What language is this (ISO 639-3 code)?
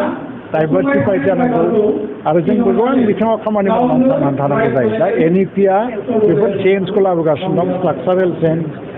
brx